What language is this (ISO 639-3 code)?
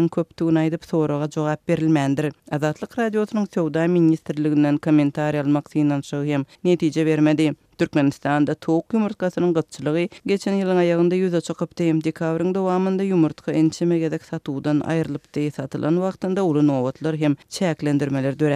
tuk